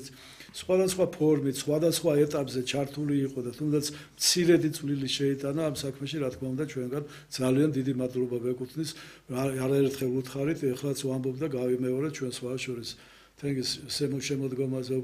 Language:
Georgian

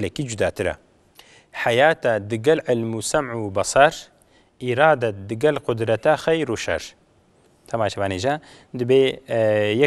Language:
Kurdish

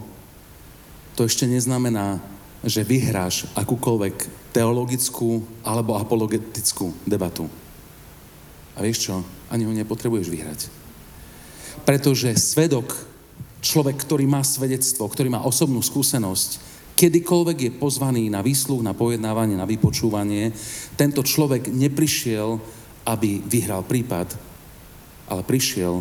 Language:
Slovak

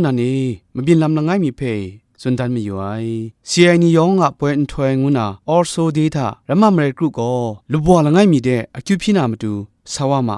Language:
Kachin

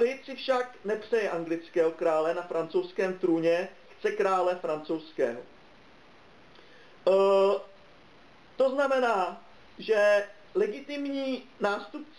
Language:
Czech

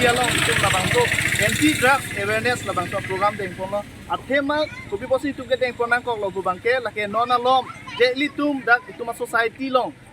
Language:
Karbi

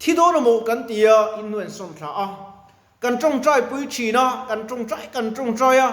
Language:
Mizo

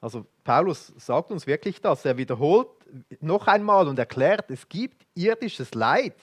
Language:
Swiss German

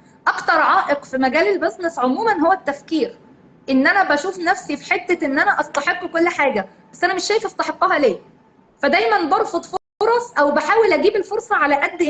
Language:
Egyptian Arabic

